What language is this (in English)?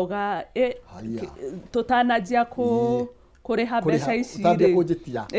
Kikuyu